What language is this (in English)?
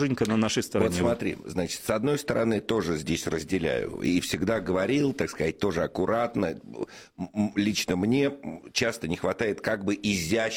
Russian